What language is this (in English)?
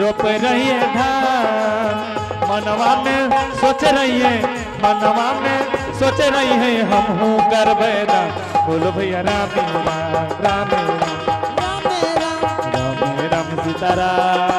Angika